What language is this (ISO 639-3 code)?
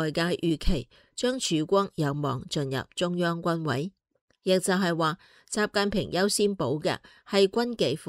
yue